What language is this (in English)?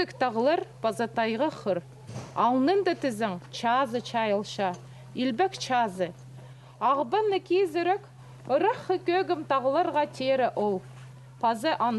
Khakas